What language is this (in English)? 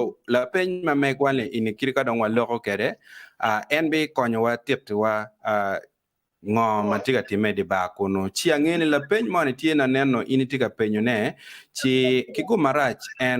Acoli